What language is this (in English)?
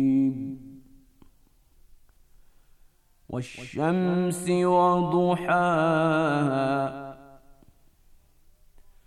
Bosnian